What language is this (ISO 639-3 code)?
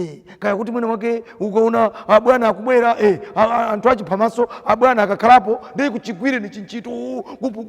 nya